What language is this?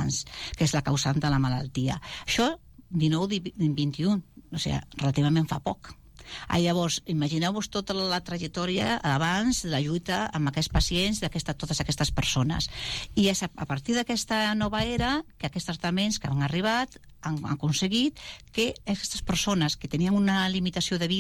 Catalan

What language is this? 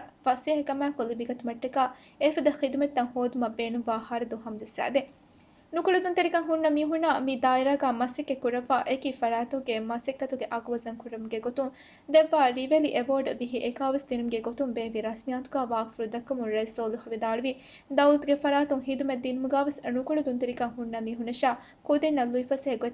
Divehi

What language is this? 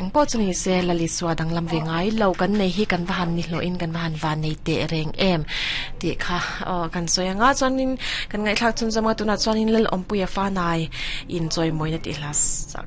Mizo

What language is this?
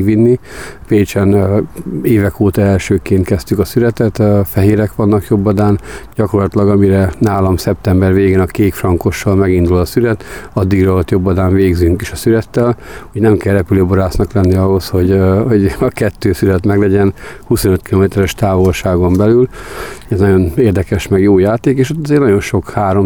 Hungarian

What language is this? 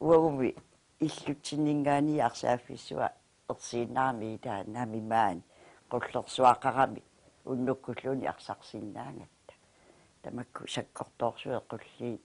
Kalaallisut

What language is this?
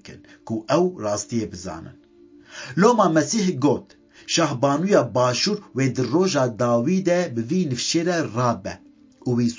Kurdish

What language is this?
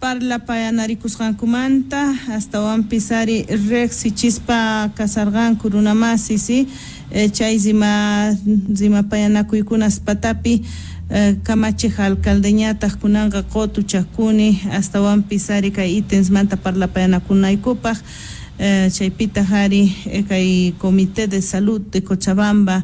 Quechua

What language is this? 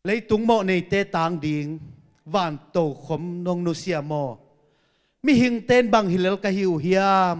Tedim Chin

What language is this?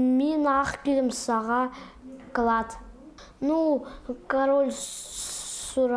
Khakas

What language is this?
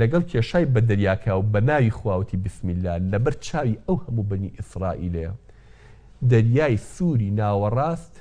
Central Kurdish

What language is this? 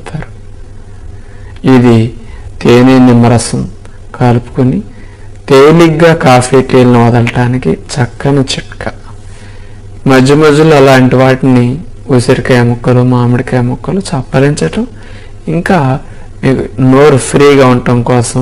Telugu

